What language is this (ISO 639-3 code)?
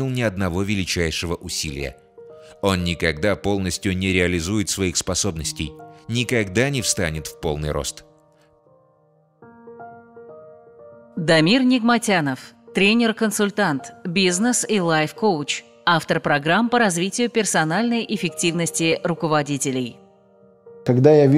rus